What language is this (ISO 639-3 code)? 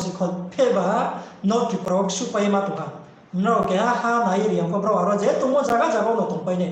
ria